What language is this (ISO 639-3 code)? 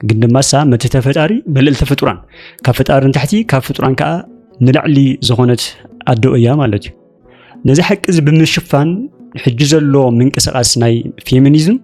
tir